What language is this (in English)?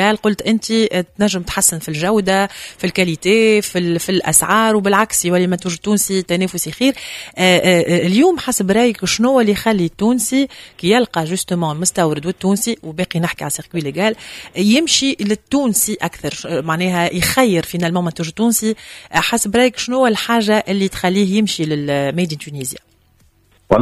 Tunisian Arabic